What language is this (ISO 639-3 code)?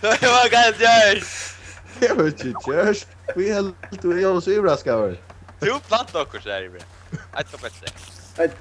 fao